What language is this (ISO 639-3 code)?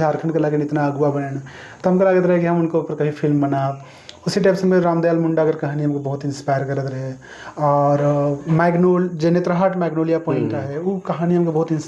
sck